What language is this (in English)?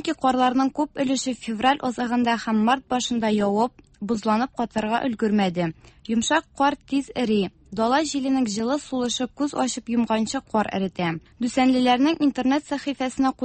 Tatar